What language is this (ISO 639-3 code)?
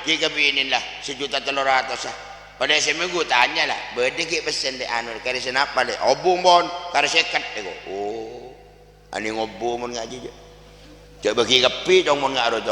mad